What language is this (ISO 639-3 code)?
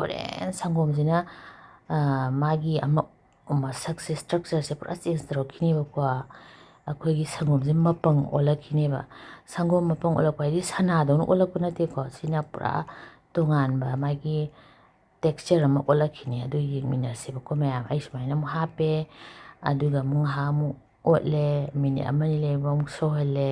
mni